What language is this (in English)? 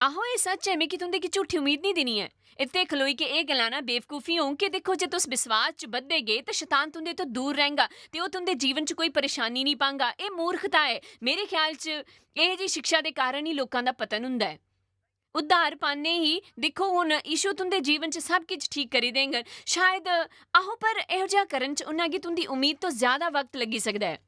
Dogri